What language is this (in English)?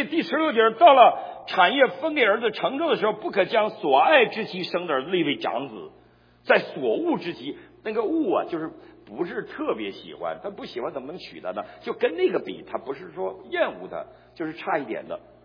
Chinese